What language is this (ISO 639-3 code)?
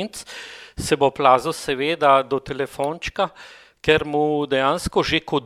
slv